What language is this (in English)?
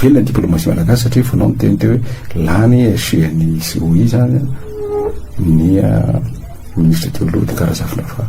Malagasy